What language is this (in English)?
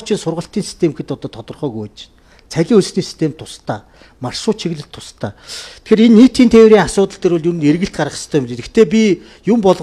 Mongolian